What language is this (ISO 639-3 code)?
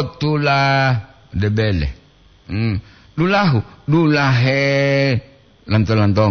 gor